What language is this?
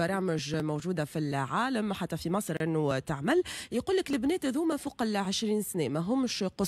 Tunisian Arabic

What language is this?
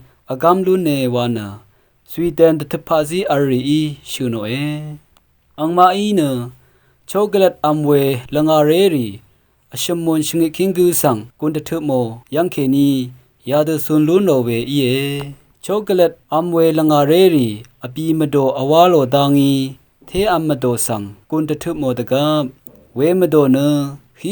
Rawang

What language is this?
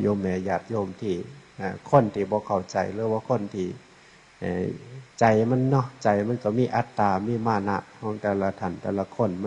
Northeastern Thai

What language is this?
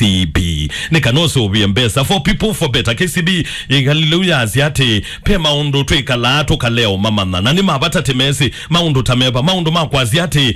Kamba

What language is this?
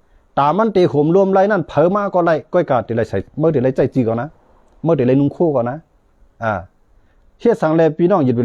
Shan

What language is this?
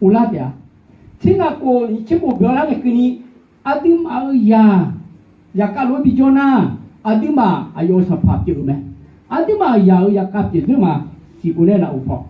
Akha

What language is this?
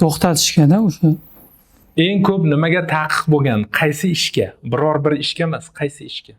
Uzbek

